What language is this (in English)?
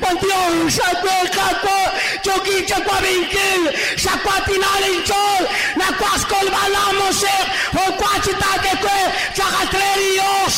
Kekchí